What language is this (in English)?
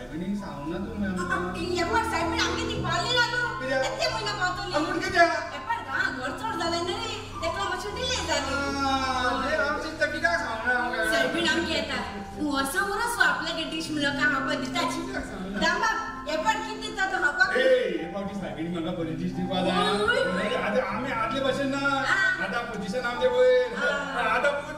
Konkani